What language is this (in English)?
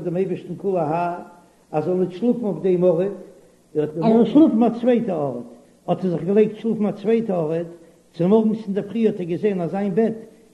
Yiddish